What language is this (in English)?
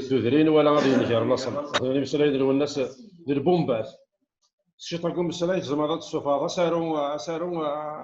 Kabyle